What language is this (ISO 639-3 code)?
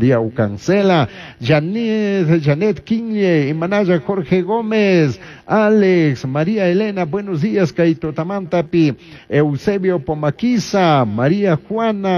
qug